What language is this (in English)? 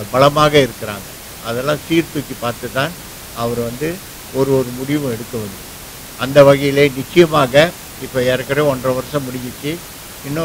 Tamil